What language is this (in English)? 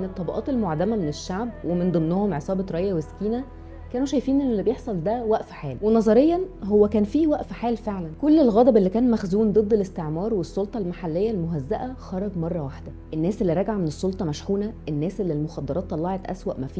Egyptian Arabic